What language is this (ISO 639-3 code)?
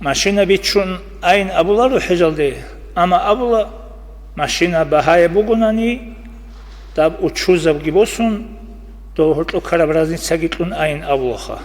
ava